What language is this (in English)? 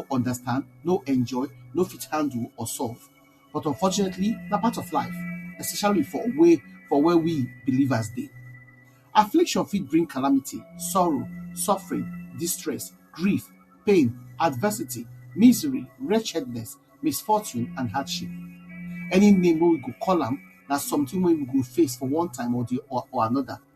Nigerian Pidgin